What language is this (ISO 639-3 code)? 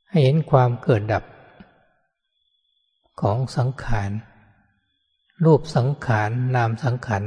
tha